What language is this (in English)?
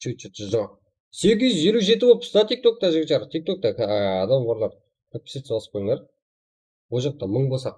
Kara-Kalpak